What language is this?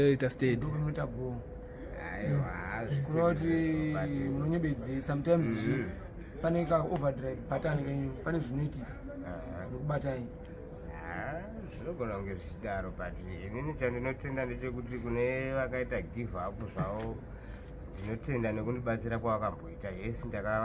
Shona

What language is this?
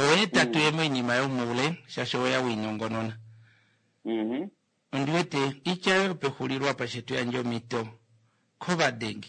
Kuanyama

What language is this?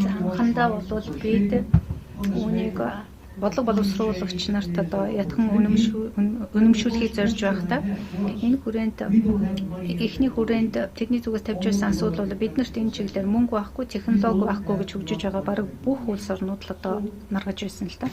Mongolian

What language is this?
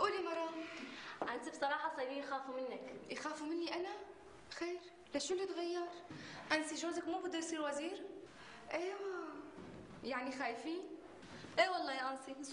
North Levantine Arabic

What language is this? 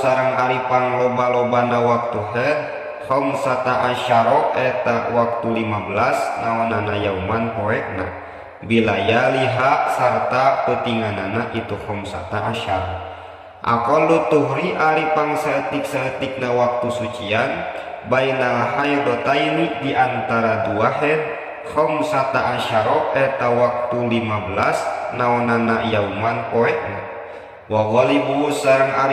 Sundanese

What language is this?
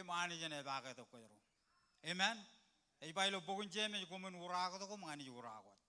Marshallese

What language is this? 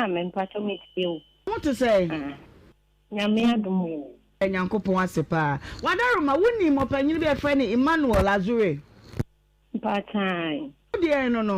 Akan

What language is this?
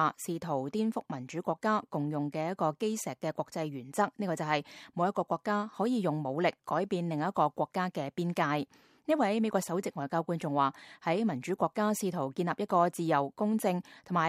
Cantonese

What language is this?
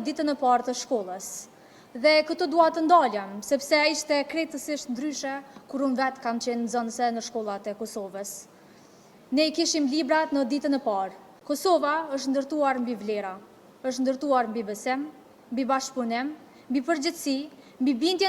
Albanian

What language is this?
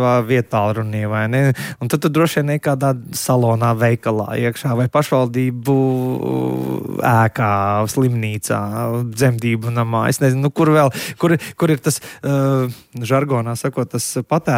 Latvian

